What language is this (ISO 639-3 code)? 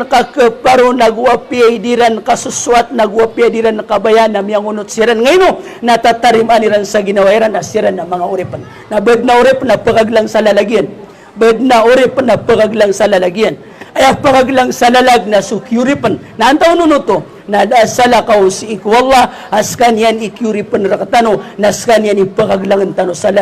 mrw